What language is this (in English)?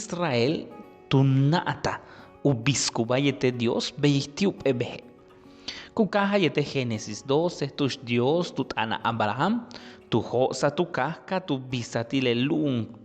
Yucateco